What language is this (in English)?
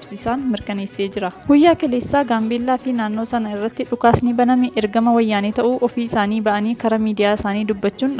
Oromo